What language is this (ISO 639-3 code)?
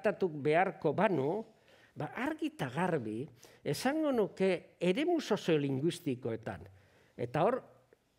eus